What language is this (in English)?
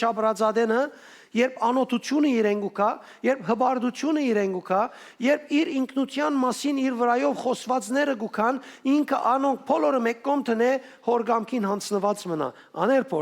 Western Armenian